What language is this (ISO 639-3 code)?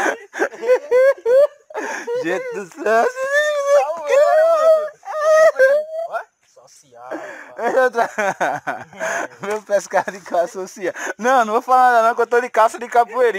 por